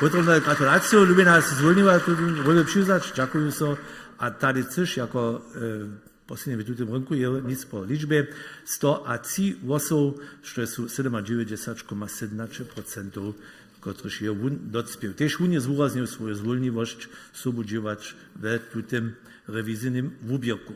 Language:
Upper Sorbian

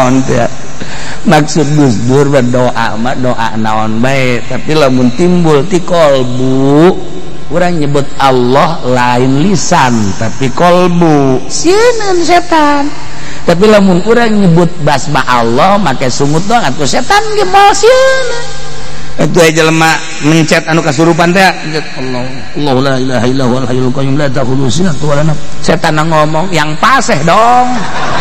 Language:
Sundanese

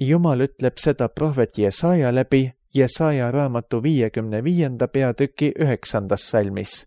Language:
Estonian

